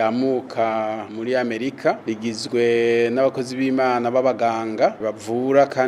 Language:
Rundi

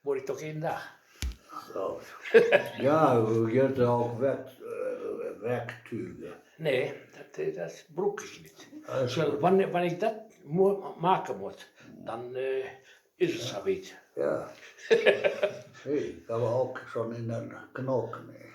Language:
Westphalien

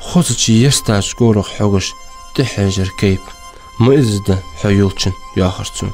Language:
Ingush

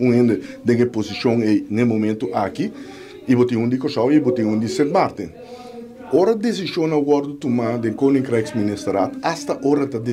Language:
Papiamento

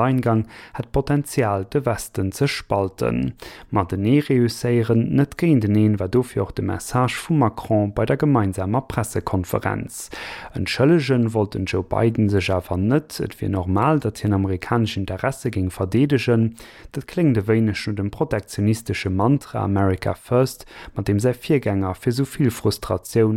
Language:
Luxembourgish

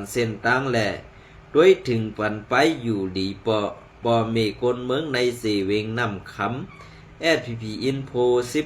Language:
Shan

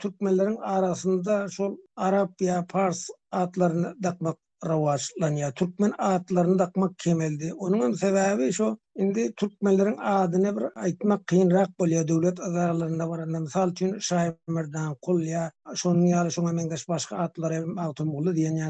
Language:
Turkmen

